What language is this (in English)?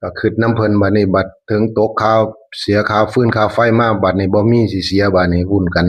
Northeastern Thai